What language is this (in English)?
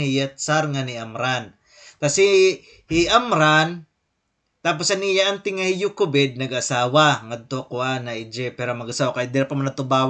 Waray